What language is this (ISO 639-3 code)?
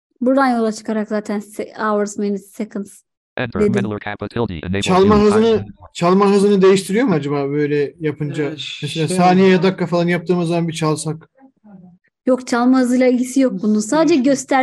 tur